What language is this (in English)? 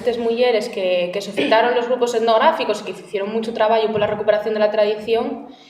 Asturian